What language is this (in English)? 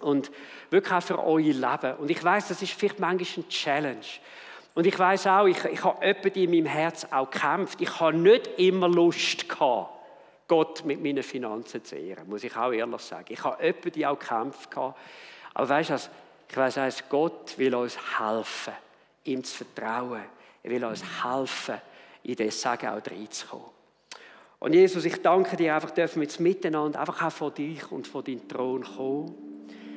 Swiss German